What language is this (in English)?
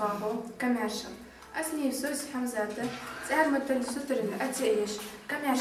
Ingush